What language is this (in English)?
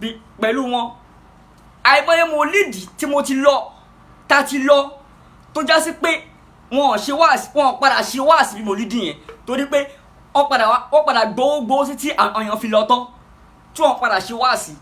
Yoruba